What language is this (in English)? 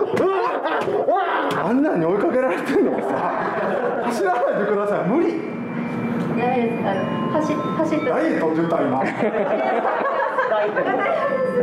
Japanese